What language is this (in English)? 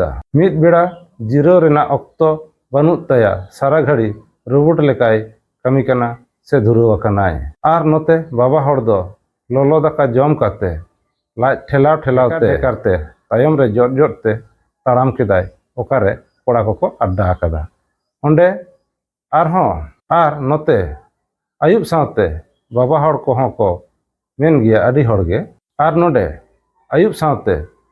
Santali